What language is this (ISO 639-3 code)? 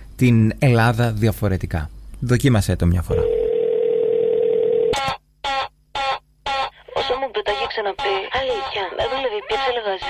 ell